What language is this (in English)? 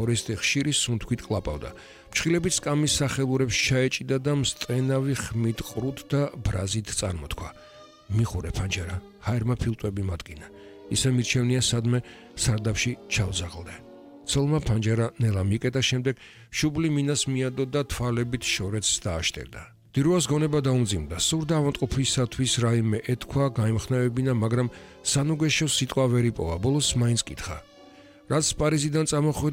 Georgian